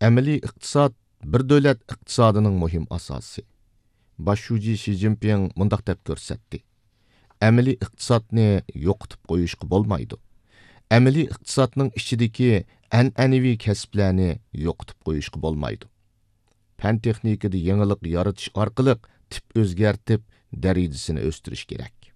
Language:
Uyghur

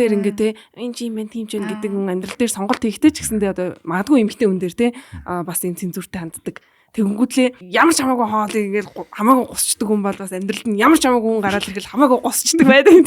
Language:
Mongolian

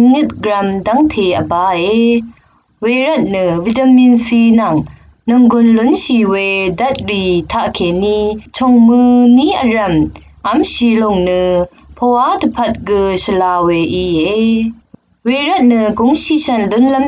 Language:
Rawang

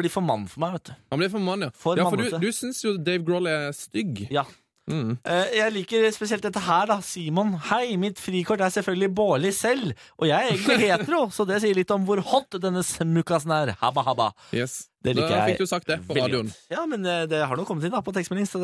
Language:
Norwegian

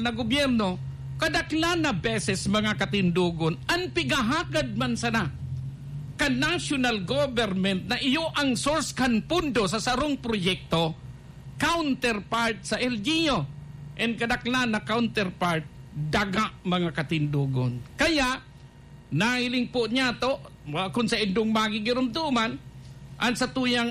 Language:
Bikol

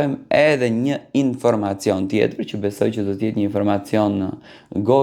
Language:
Albanian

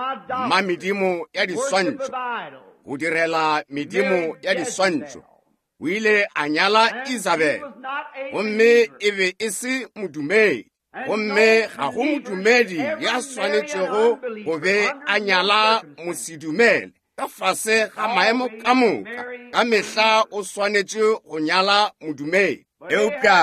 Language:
Northern Sotho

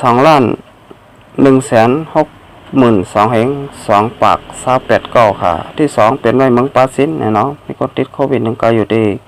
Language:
Shan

